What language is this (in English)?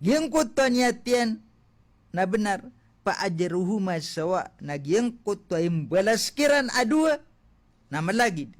Maranao